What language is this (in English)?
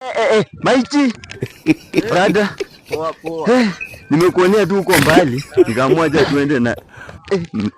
Swahili